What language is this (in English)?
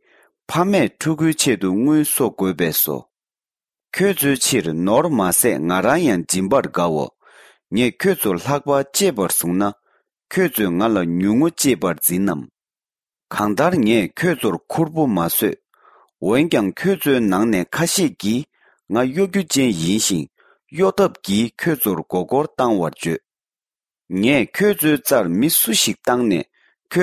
Tibetan